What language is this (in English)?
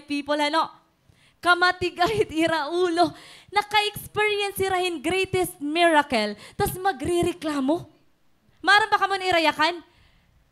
Waray